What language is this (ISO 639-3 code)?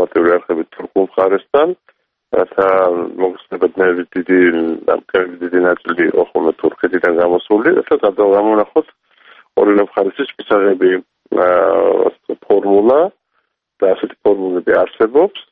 kat